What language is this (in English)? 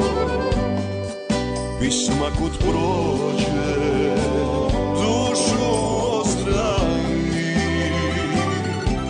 Croatian